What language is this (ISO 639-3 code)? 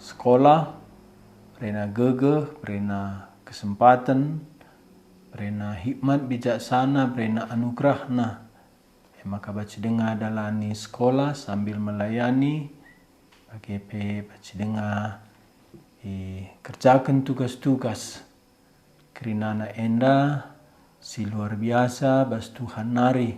btx